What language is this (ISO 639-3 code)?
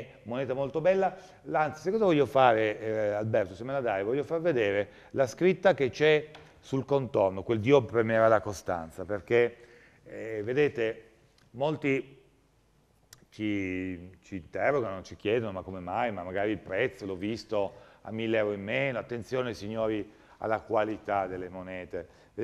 ita